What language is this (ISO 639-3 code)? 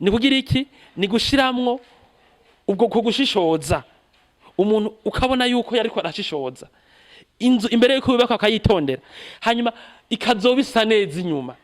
run